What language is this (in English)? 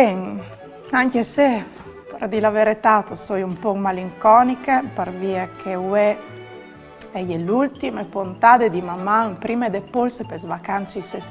Friulian